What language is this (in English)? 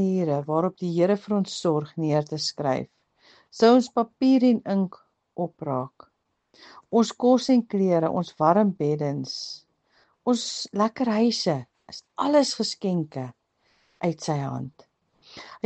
Afrikaans